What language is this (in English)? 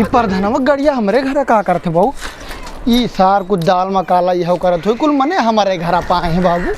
Awadhi